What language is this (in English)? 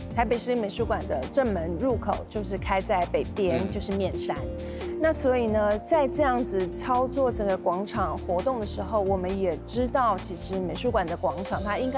Chinese